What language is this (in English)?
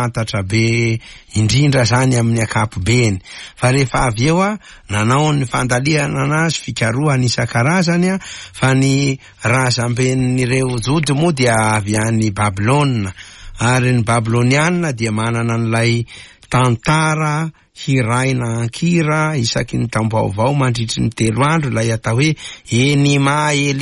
Malagasy